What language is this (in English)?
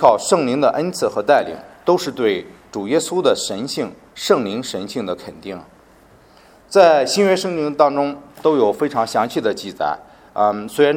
Chinese